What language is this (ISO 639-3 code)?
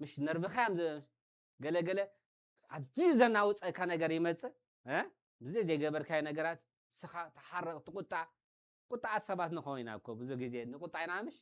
tir